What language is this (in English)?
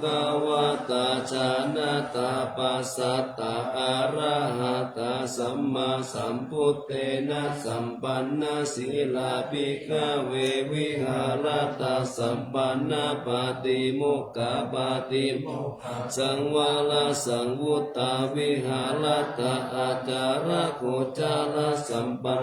Pali